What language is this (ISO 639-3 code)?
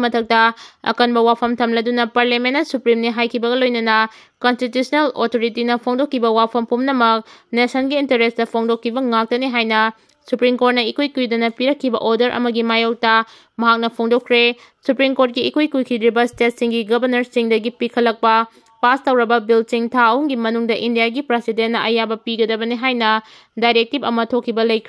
mni